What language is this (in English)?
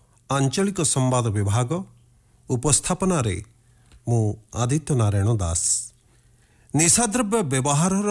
Odia